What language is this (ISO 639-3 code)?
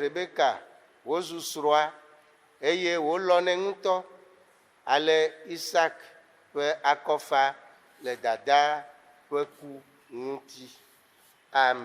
ewe